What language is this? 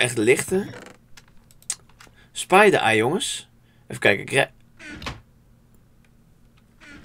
Dutch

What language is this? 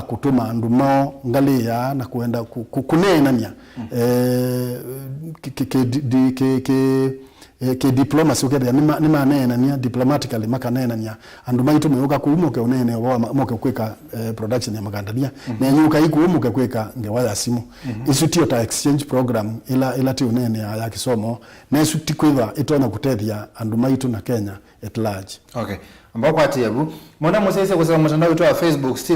Kamba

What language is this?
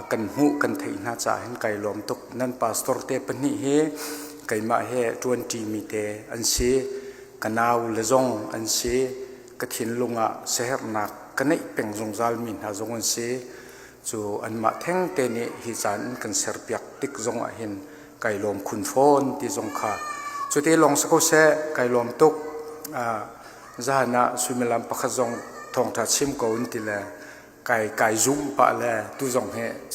Hakha Chin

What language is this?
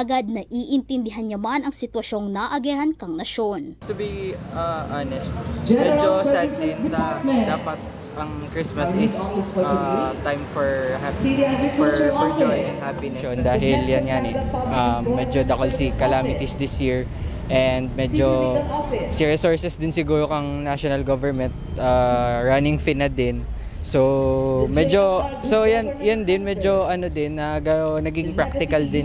Bikol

